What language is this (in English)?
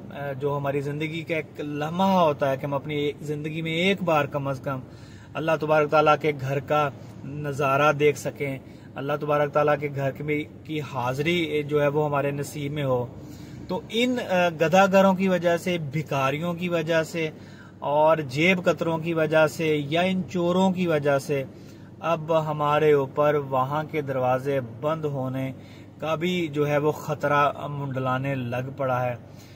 Urdu